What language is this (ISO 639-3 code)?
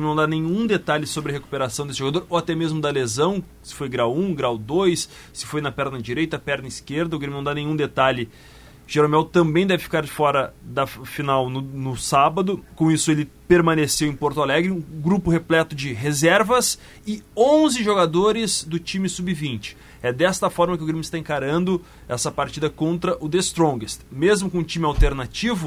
por